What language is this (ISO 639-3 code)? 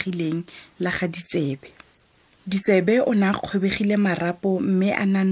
tsn